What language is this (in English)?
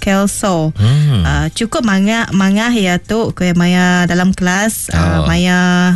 Iban